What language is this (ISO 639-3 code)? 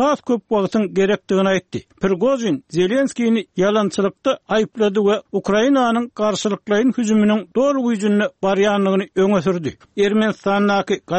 tuk